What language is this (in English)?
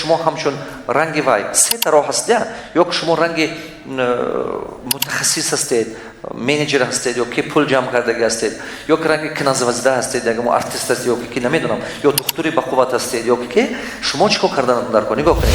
Tajik